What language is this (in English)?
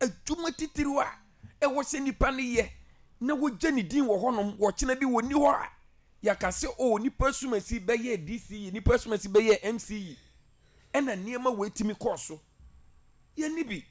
Akan